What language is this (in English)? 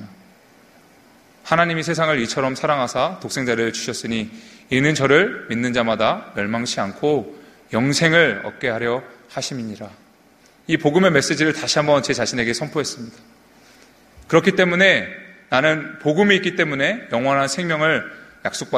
Korean